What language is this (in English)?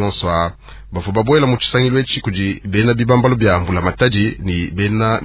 Luba-Lulua